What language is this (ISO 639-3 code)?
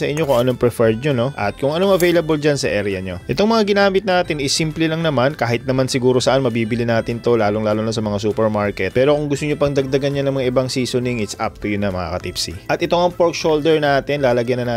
fil